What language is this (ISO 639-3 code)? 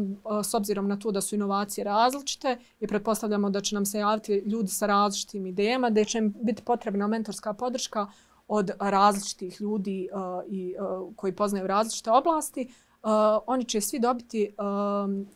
bos